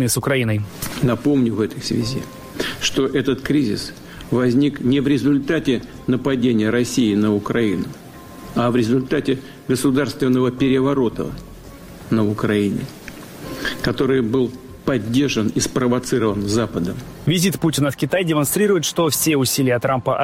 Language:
Russian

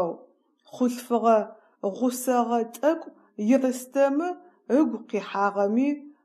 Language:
Adyghe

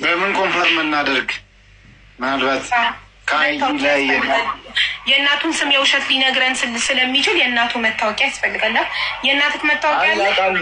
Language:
Amharic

